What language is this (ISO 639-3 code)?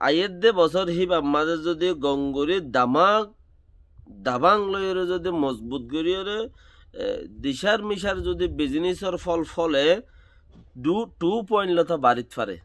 rhg